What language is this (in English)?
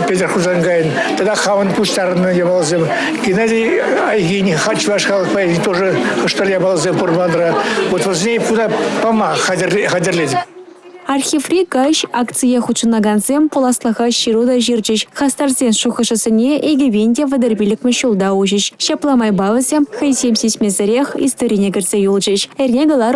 Chuvash